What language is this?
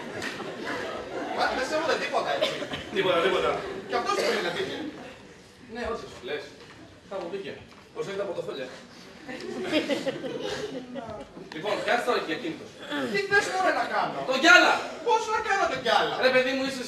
Greek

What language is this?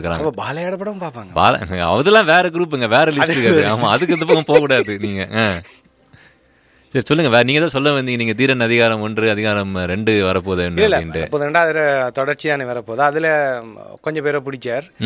Tamil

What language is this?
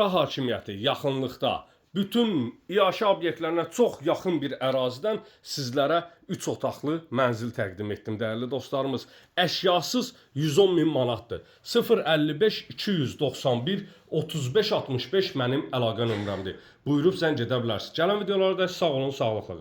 Azerbaijani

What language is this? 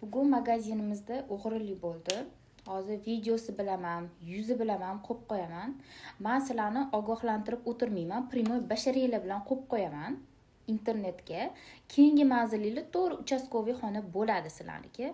Uzbek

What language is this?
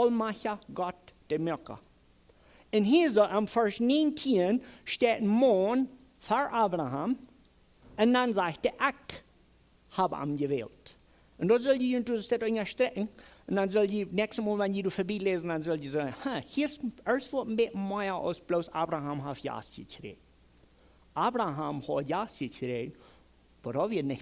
Plautdietsch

